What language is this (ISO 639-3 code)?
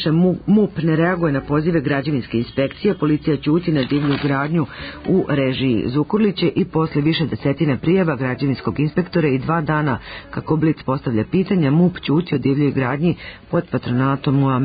srp